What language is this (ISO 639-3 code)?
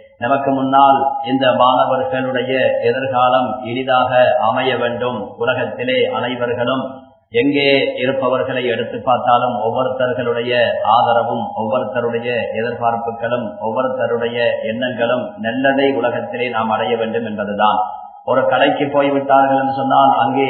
tam